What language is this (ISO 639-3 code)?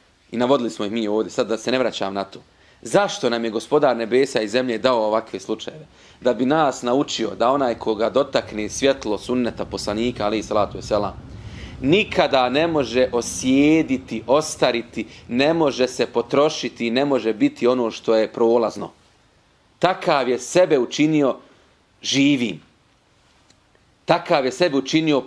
bos